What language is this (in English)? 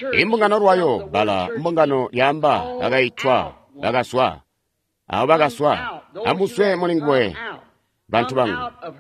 Tonga (Zambia)